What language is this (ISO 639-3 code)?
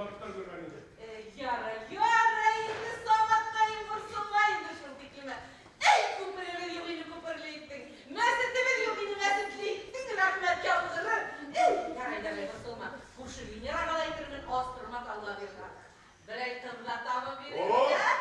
bak